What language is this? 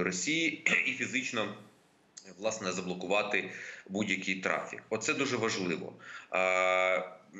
Ukrainian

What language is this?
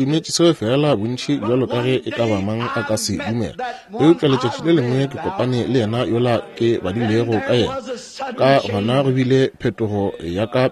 Northern Sotho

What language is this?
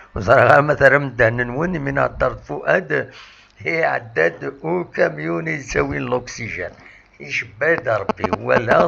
Kabyle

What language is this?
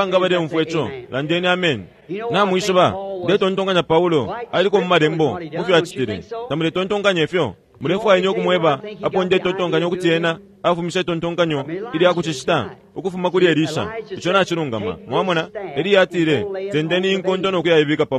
Bemba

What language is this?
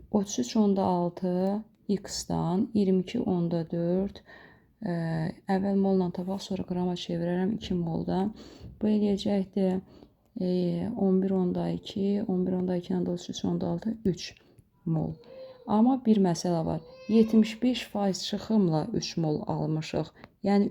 Azerbaijani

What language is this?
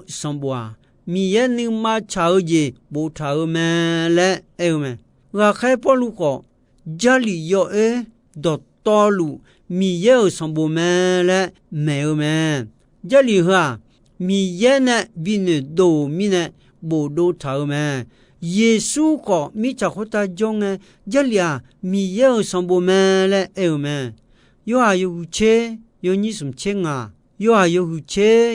Akha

